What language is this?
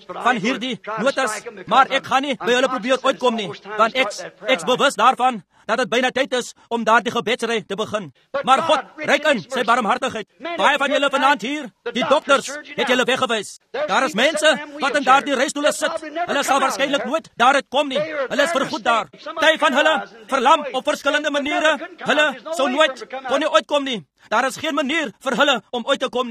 Afrikaans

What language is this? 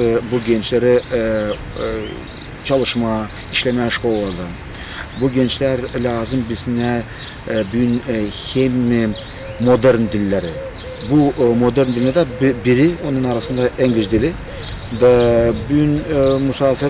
Gagauz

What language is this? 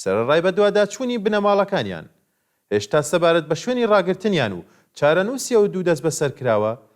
Central Kurdish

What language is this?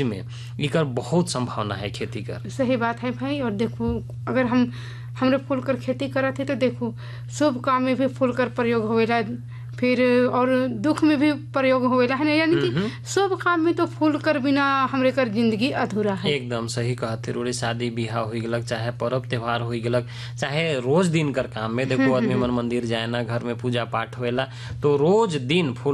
Sadri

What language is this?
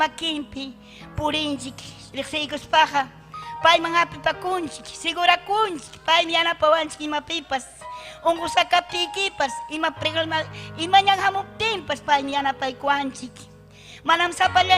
Ayacucho Quechua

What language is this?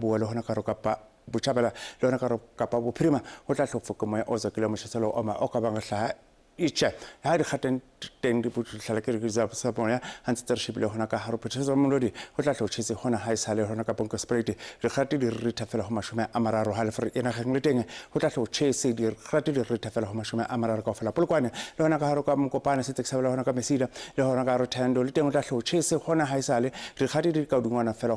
Southern Sotho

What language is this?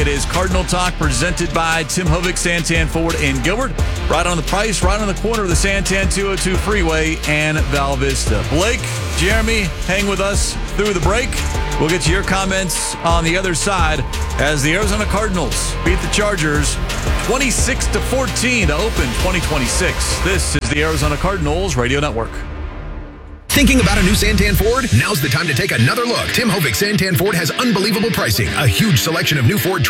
English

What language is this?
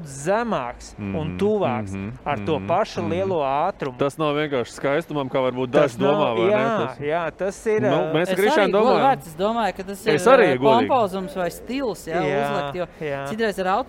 Latvian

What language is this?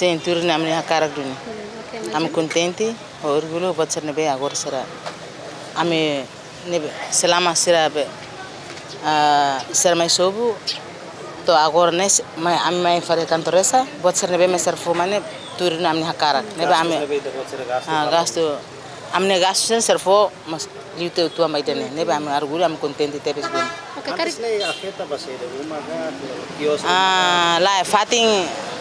Tetum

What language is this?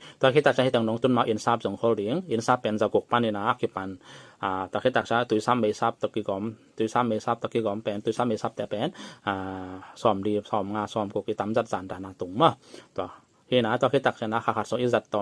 Tedim Chin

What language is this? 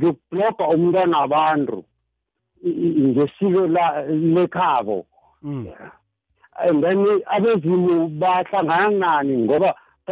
South Ndebele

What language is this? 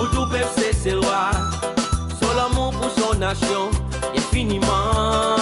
Seselwa Creole French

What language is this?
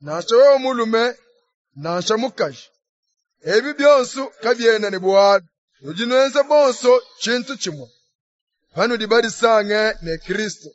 Luba-Lulua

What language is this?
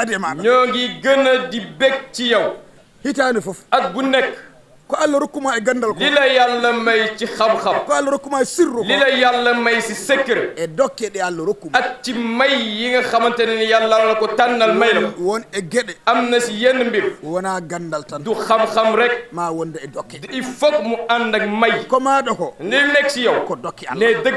Fula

